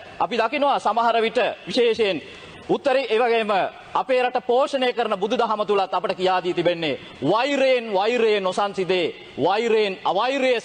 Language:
Sinhala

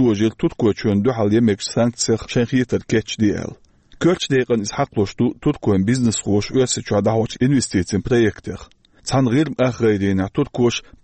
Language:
Chechen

